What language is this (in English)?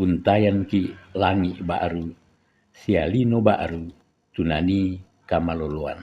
Toraja-Sa'dan